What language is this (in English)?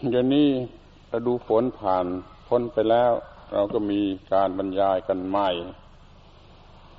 Thai